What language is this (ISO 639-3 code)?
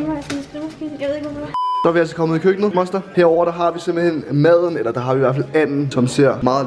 dan